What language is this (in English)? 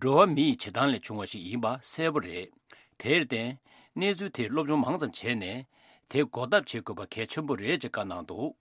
Tibetan